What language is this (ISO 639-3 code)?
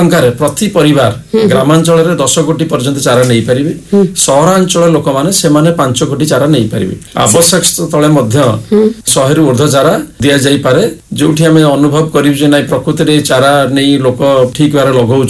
ori